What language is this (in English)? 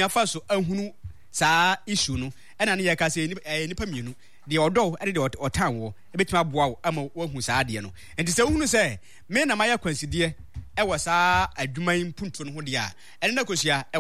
Akan